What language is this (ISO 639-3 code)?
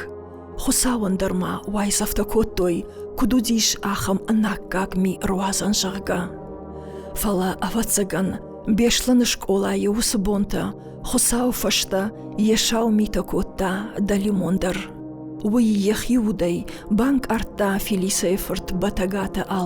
oss